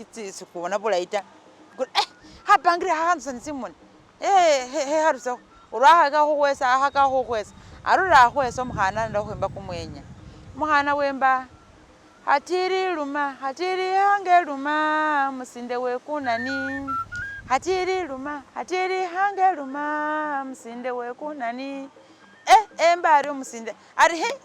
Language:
Masaaba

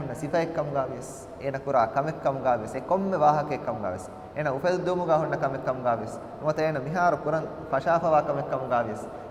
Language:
Divehi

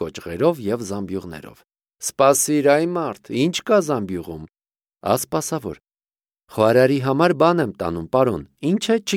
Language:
Armenian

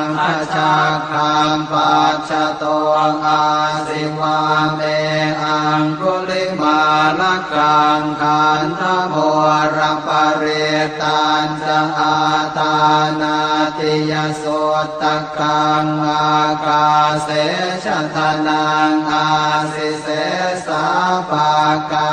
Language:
Pali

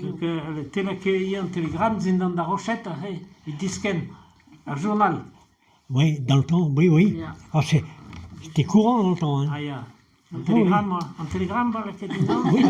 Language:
Breton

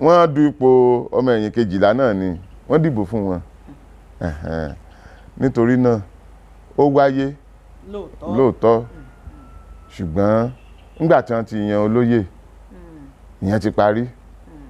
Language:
Yoruba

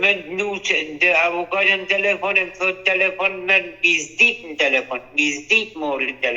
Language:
Albanian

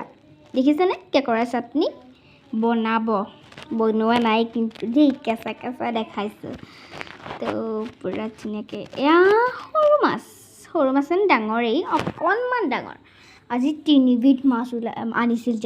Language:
Assamese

